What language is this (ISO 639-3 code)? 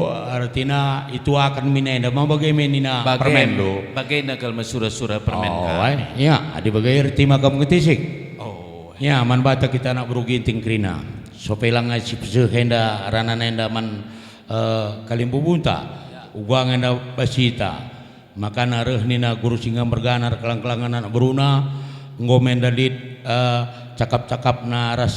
btx